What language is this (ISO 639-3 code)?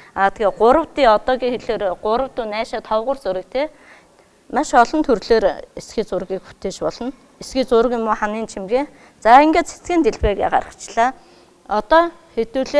mon